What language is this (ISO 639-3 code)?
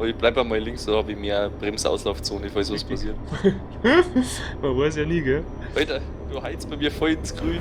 bar